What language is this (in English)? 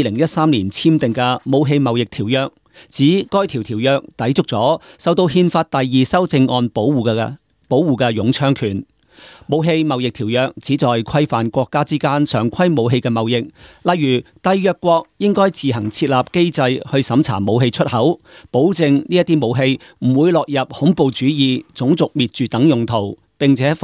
Cantonese